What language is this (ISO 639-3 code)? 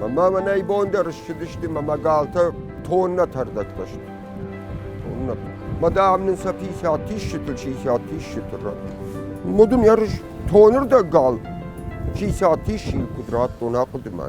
oss